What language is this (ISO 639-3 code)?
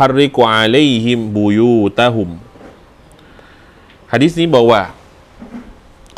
tha